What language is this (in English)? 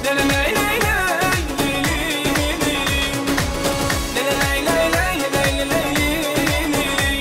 Turkmen